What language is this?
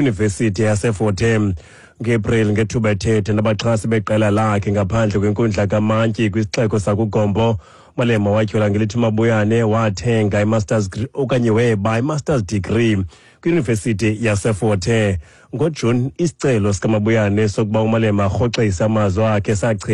Xhosa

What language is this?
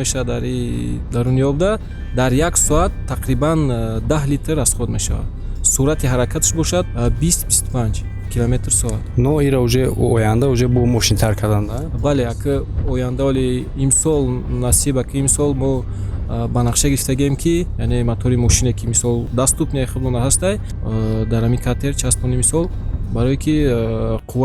Tajik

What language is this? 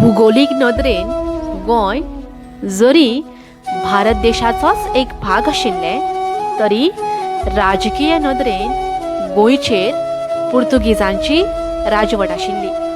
Konkani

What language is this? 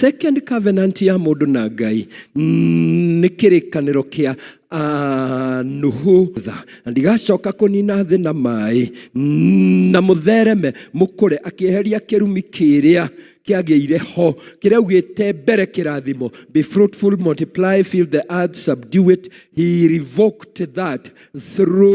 Kikuyu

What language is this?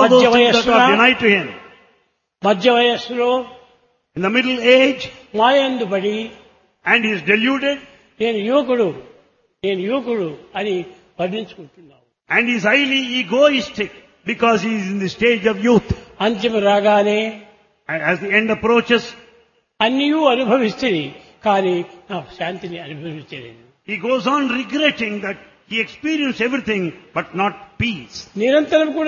Telugu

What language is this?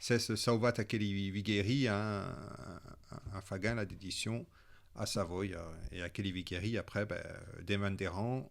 Occitan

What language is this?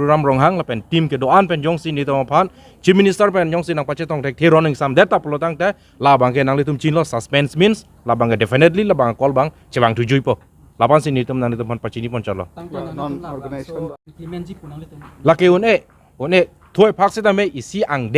Karbi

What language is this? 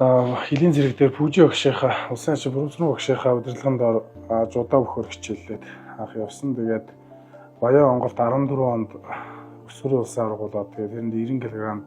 Mongolian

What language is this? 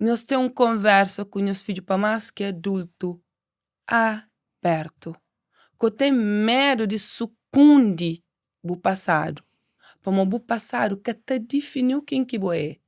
Kabuverdianu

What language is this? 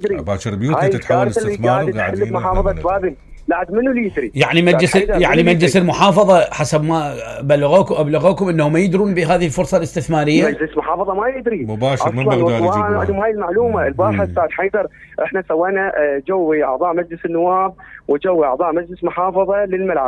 Mesopotamian Arabic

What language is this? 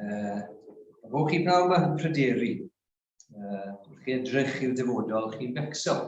Welsh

